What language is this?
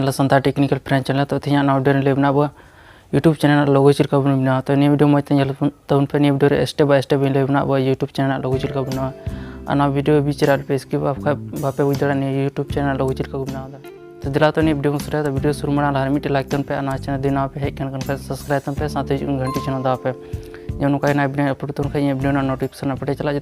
Santali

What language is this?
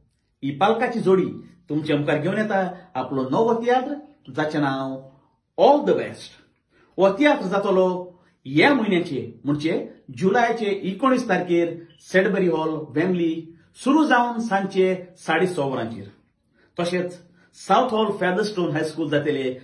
Konkani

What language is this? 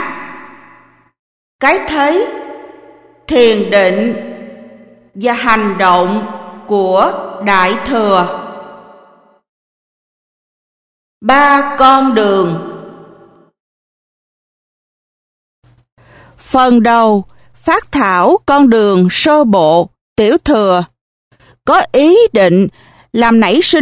Vietnamese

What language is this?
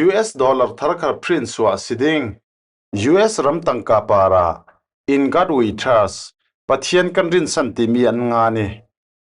Falam Chin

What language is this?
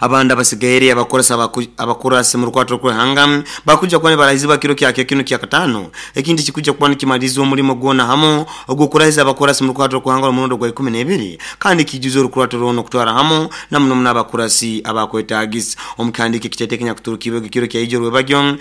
Nyoro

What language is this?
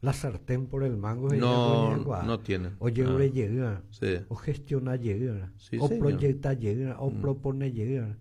Guarani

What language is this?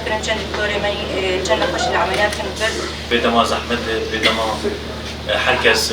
Kurdish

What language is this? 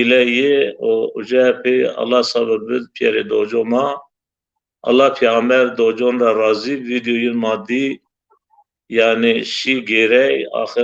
Zaza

